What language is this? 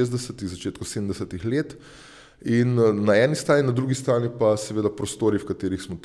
Slovenian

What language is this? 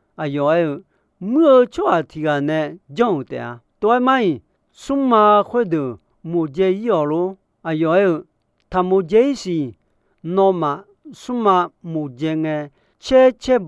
Akha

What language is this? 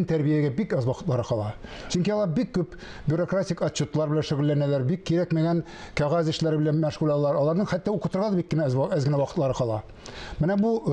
Tatar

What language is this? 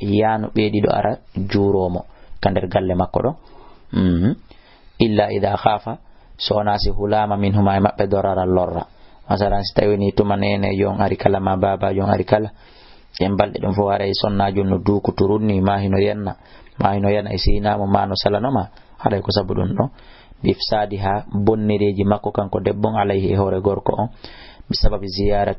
Fula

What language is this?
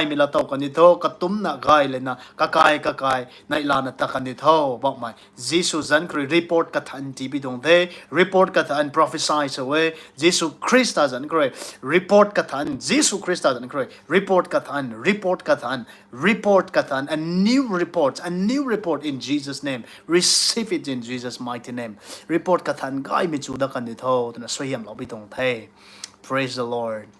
Rongmei Naga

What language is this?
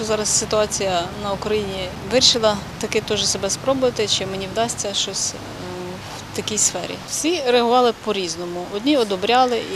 Ukrainian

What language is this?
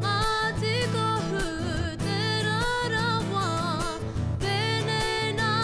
Māori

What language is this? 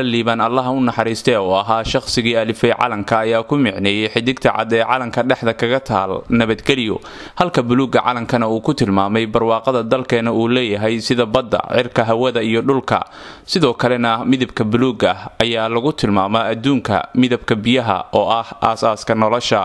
Somali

